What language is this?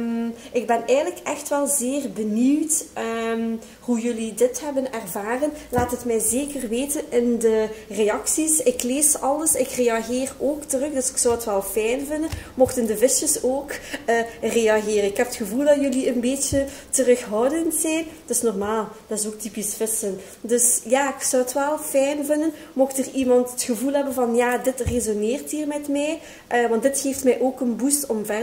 Dutch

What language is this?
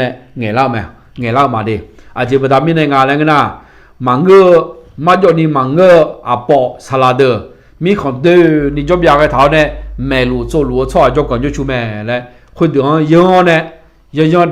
Akha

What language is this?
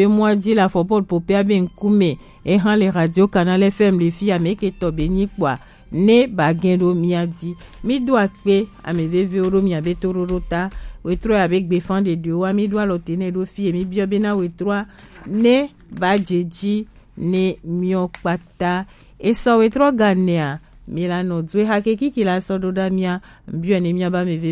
Gen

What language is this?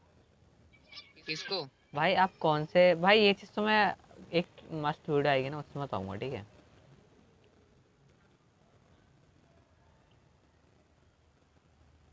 Hindi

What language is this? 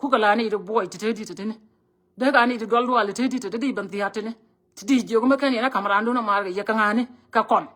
Nuer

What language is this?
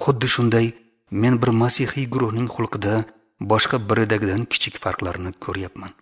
Uzbek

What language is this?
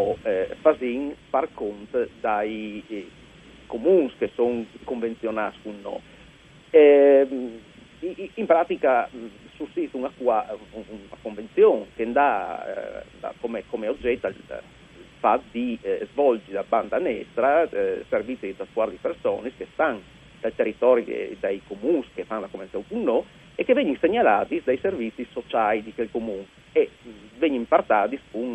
Friulian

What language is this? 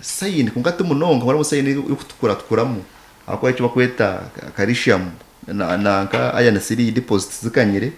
Nyankole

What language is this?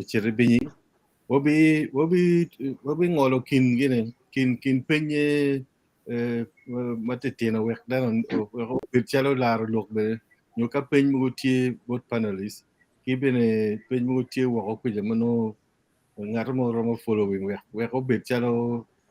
Acoli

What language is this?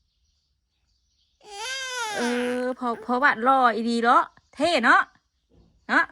Northeastern Thai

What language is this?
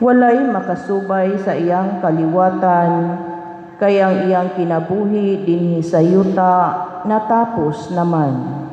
Cebuano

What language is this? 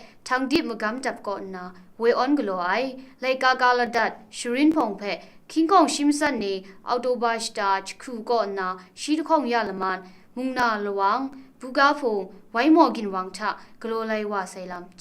Kachin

